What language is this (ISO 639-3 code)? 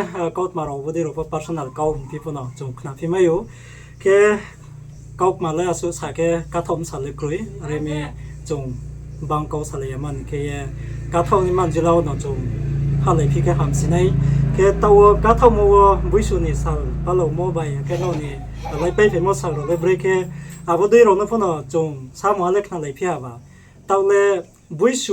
ria